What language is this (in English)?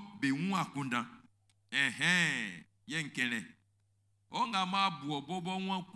Baoulé